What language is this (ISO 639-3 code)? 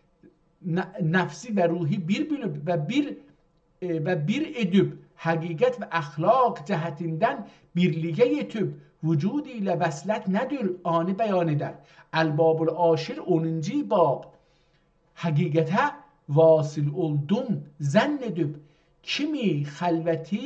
azb